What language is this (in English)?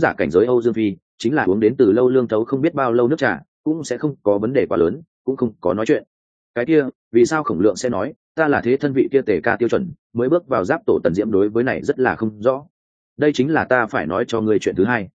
Vietnamese